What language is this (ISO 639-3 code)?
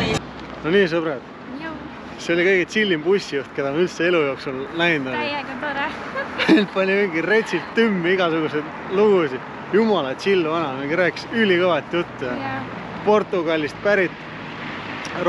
est